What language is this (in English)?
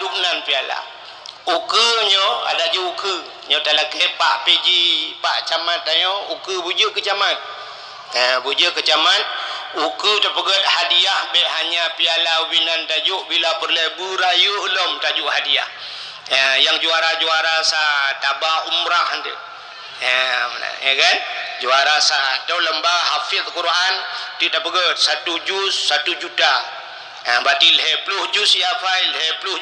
Achinese